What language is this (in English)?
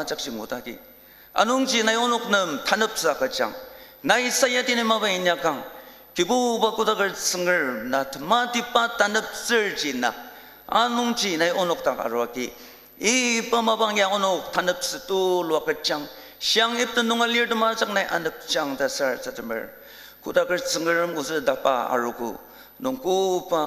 Ao Naga